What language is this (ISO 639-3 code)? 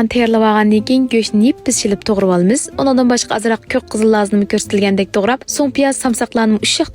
uig